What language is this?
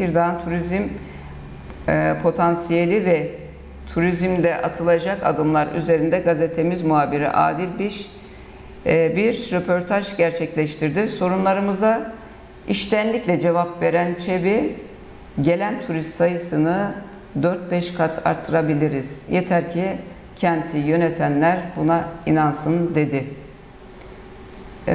Turkish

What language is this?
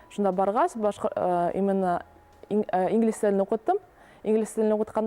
Bashkir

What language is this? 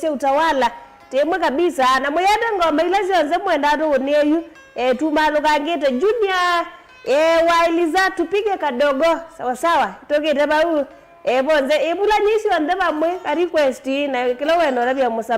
Kamba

